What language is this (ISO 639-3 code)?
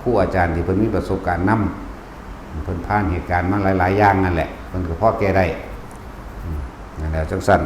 tts